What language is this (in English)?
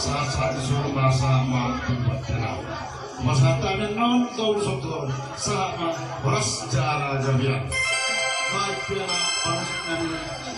Batak Toba